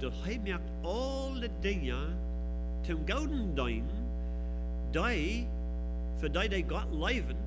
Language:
Plautdietsch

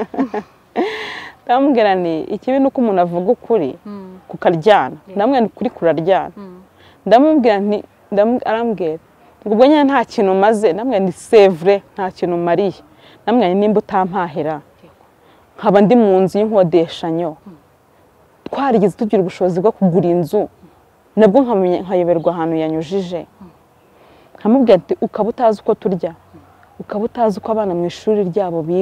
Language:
Kinyarwanda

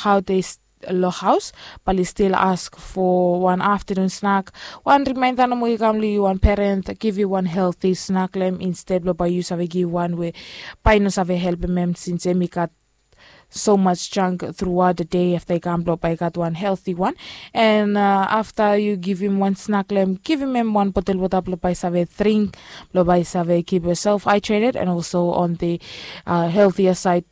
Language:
Bislama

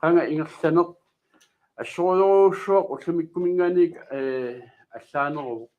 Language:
Kalaallisut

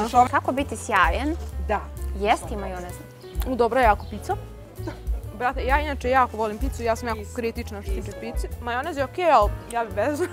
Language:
Croatian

